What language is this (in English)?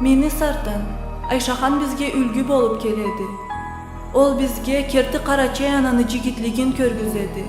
Karachay-Balkar